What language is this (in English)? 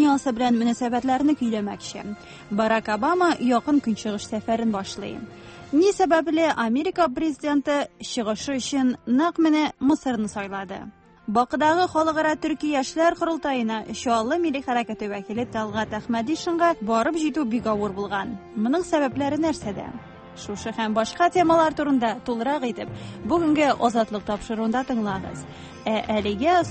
Tatar